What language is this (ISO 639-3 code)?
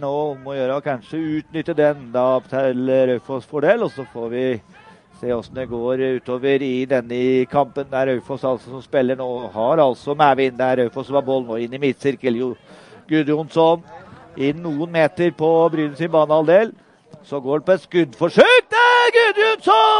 nor